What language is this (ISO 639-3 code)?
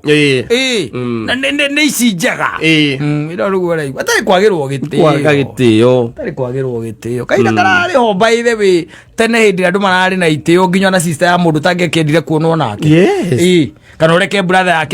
kik